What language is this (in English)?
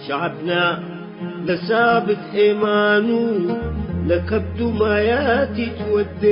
Tigre